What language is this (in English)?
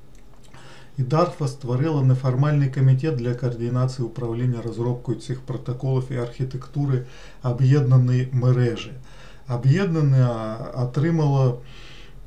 Ukrainian